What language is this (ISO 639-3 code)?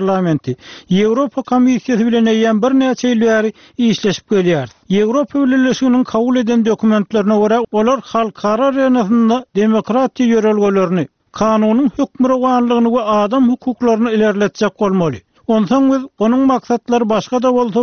tuk